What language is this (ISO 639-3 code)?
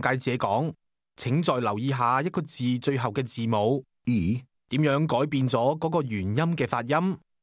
yue